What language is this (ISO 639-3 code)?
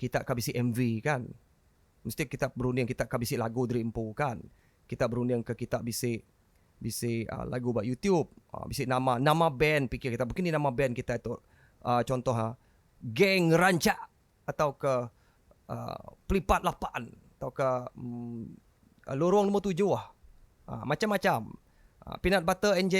iba